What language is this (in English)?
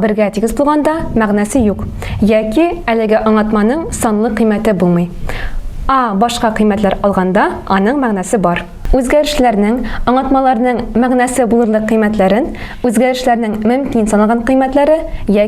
Tatar